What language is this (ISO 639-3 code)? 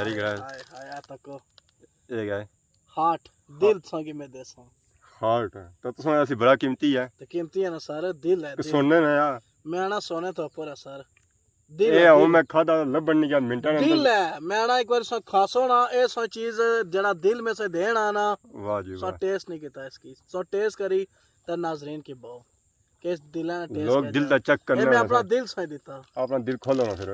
phr